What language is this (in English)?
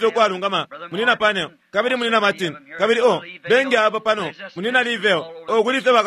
Bemba